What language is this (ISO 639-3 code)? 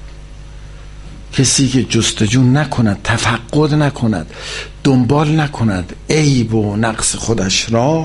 fas